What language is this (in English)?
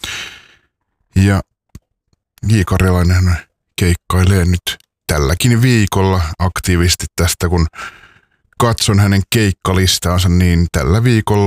Finnish